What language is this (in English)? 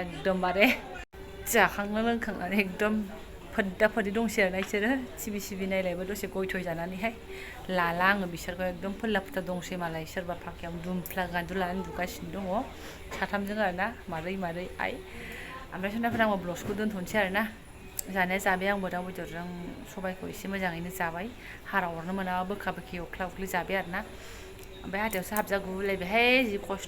Bodo